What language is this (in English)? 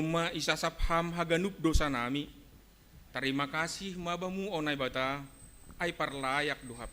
Batak Simalungun